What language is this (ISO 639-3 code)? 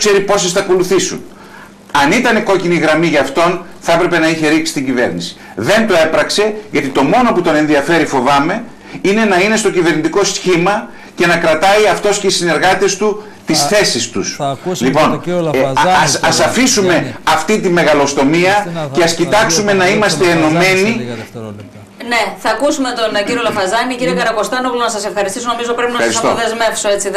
ell